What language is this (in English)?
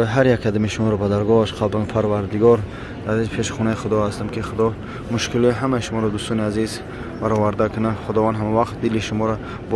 Tajik